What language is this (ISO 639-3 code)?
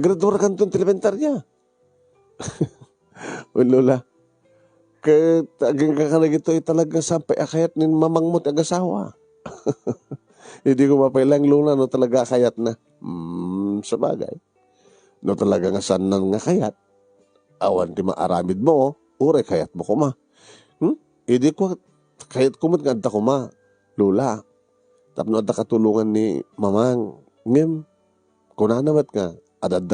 ilo